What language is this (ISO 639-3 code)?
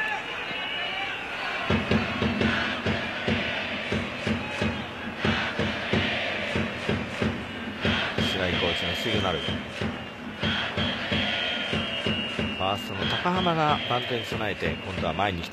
jpn